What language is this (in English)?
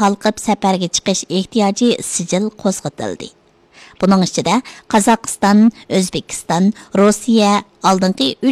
Uyghur